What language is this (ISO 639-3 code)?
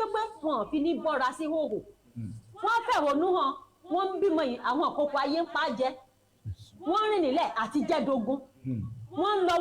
yor